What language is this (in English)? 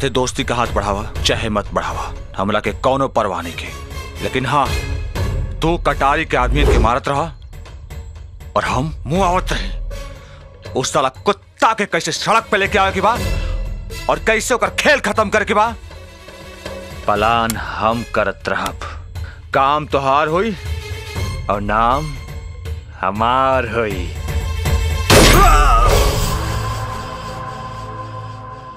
Bhojpuri